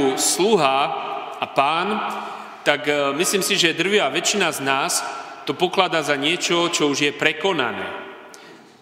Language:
Slovak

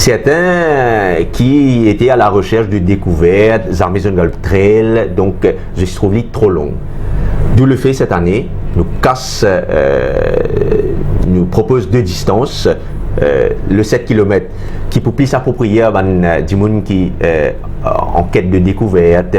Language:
Morisyen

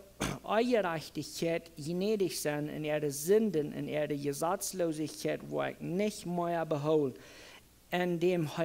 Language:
Plautdietsch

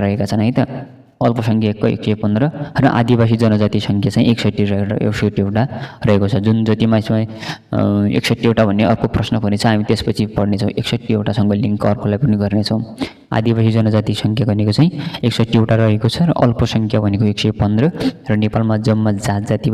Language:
Nepali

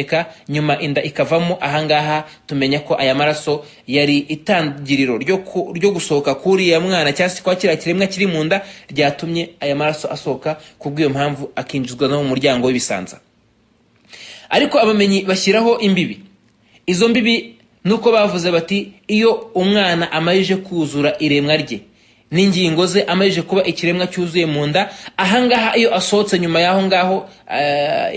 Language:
Kinyarwanda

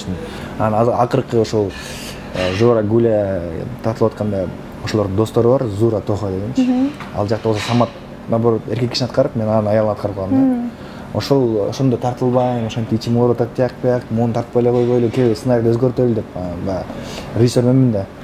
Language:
Kyrgyz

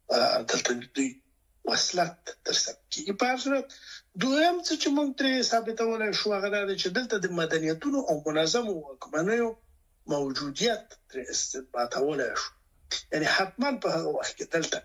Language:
Pashto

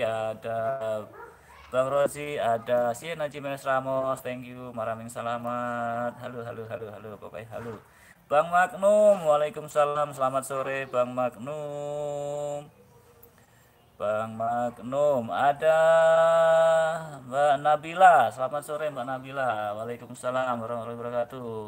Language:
Indonesian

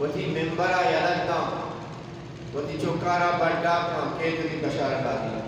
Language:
Eastern Balochi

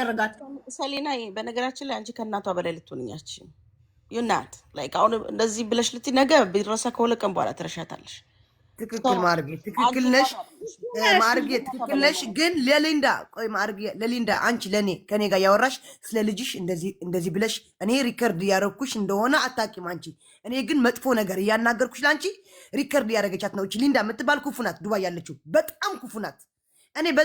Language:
Amharic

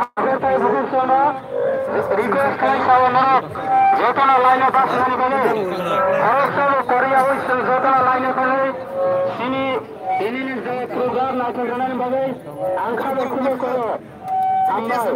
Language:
Kok Borok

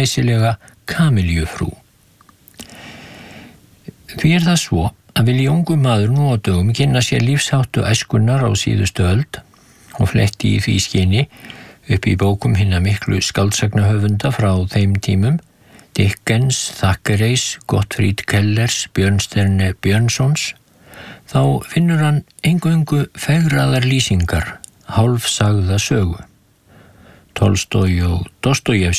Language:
Icelandic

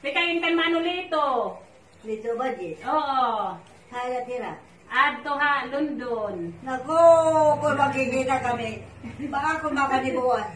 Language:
Waray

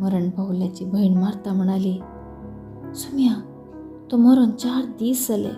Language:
Konkani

